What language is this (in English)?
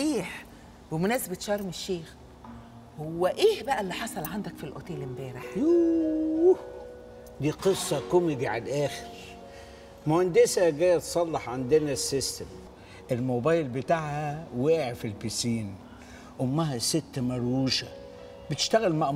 Egyptian Arabic